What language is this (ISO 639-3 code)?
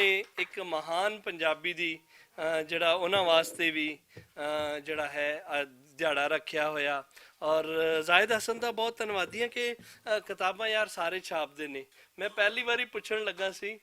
lah